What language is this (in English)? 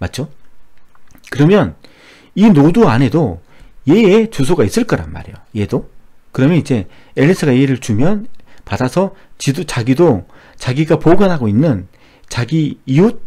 Korean